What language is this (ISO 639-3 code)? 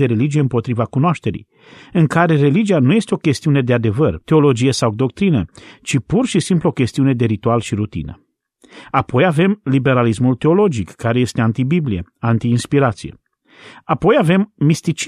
ron